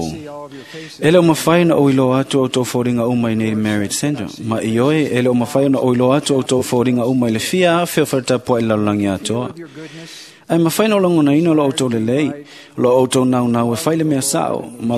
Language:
Samoan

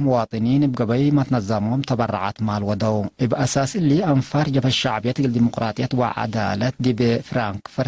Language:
Tigre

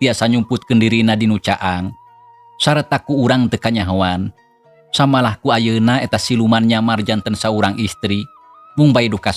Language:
Sundanese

